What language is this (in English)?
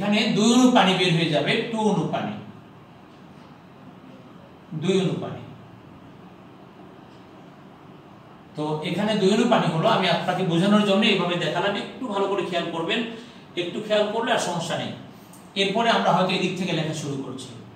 Bangla